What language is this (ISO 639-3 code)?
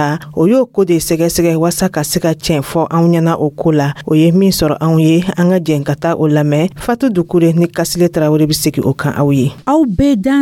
dyu